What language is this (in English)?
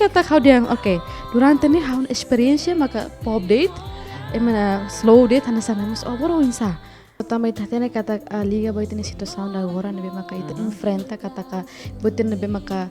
Tetum